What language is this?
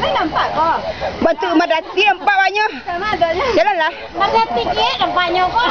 Minangkabau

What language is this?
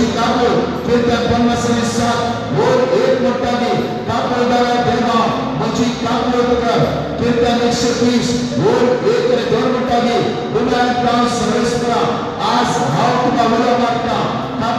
Konkani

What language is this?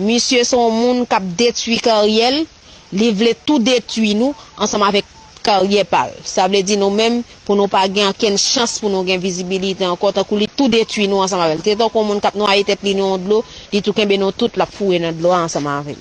Haitian Creole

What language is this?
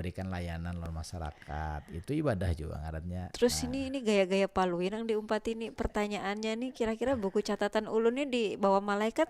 Banjar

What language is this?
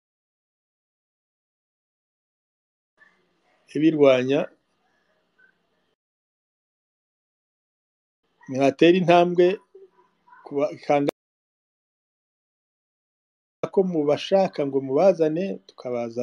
Kinyarwanda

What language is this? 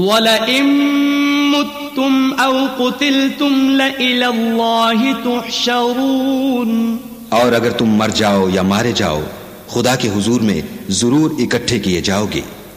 Urdu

